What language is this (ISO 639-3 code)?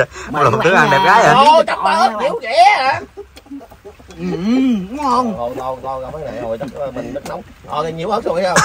vie